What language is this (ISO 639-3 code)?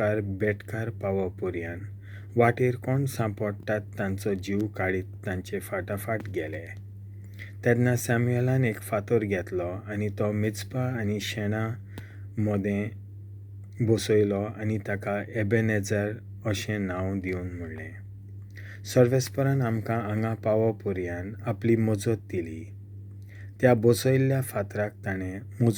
kok